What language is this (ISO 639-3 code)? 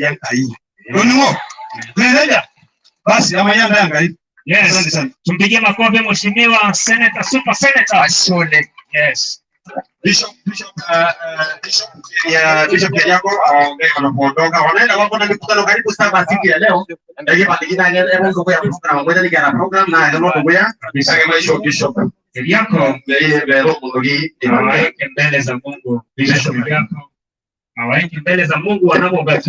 mas